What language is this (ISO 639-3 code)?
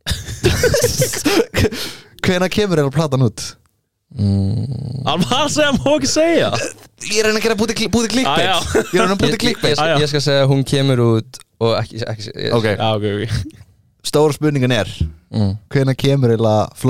isl